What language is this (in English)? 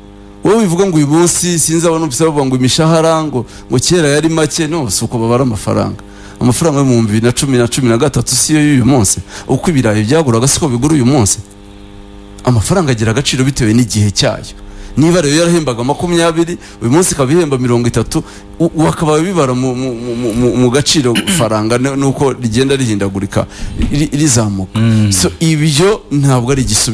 Kinyarwanda